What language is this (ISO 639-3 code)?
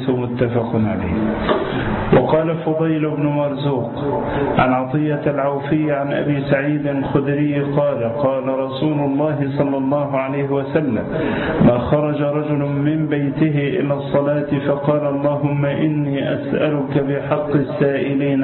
ara